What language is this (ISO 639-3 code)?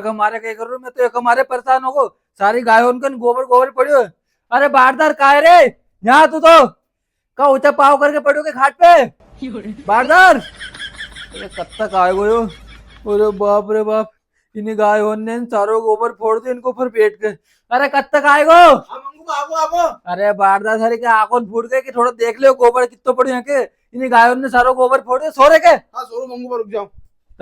raj